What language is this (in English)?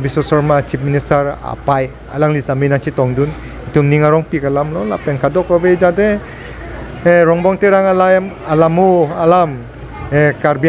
Karbi